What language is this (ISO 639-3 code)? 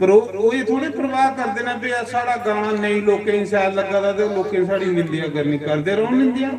doi